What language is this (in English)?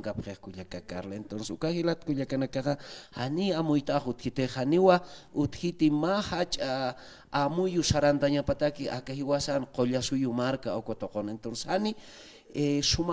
Aymara